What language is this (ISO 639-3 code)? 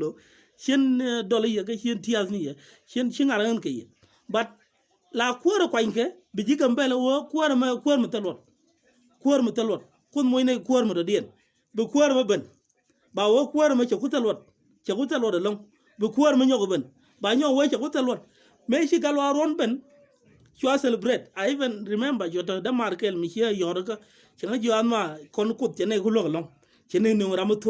nus